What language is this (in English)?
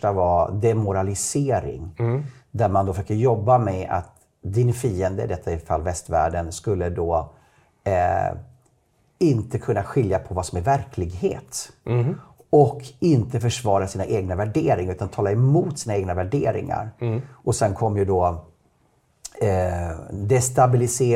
Swedish